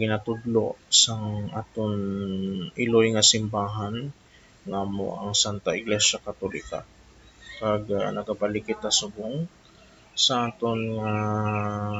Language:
Hiligaynon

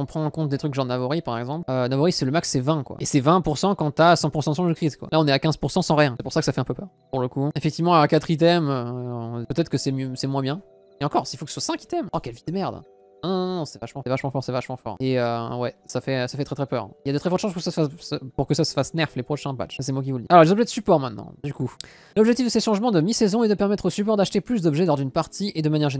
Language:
French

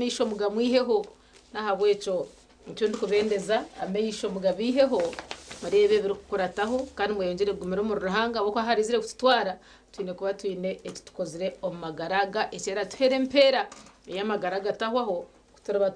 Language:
Nyankole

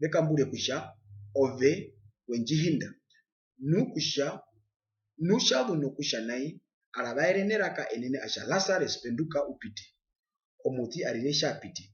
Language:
Herero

